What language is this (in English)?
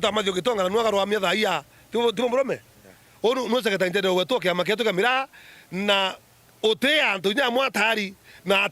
Meru